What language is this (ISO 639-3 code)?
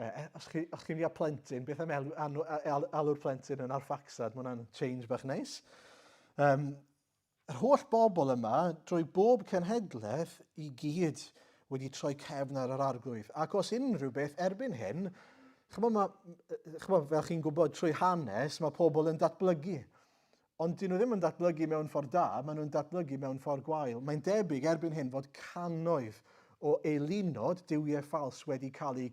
cym